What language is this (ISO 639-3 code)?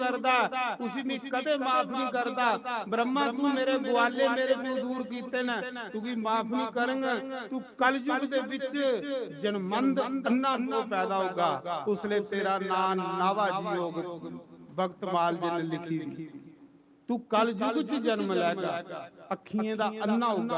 doi